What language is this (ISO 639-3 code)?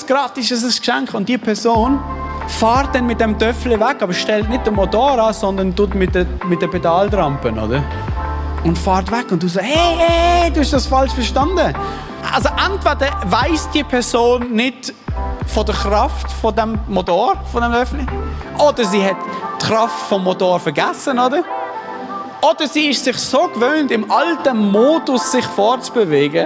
gsw